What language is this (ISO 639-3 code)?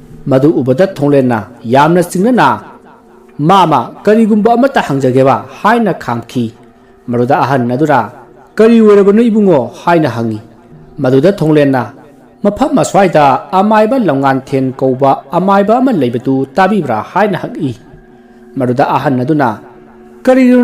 mni